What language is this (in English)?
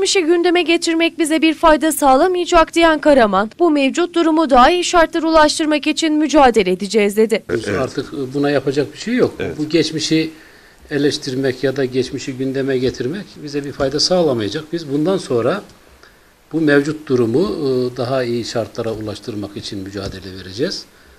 Turkish